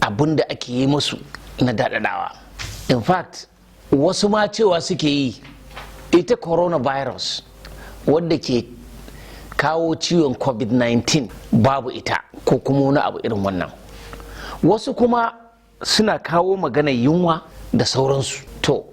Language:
Hausa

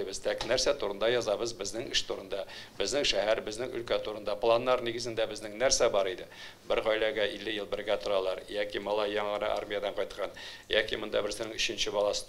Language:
Tatar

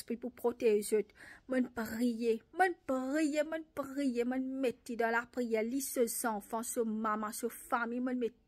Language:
Morisyen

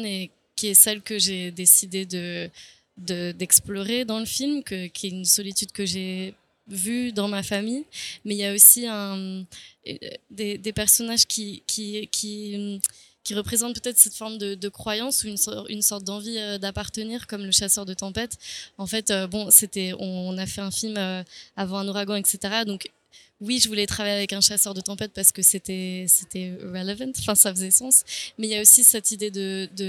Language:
French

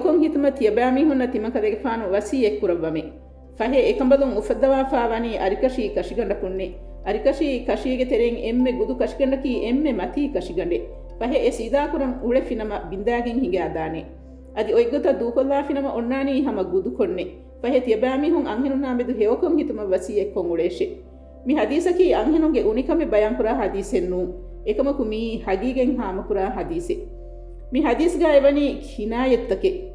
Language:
Divehi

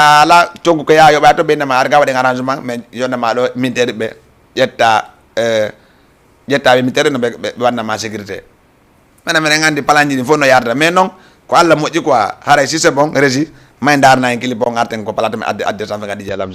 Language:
Fula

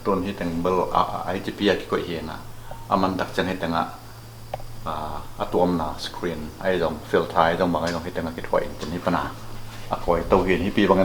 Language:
Tedim Chin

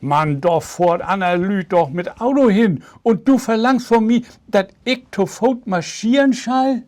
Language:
Low German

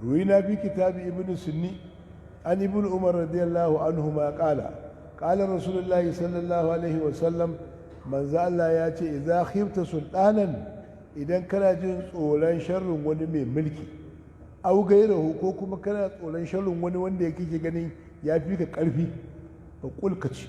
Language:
Hausa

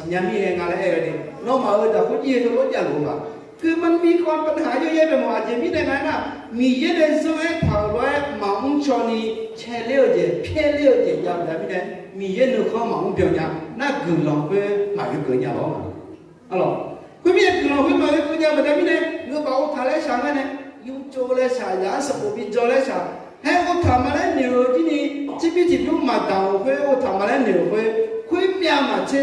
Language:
Akha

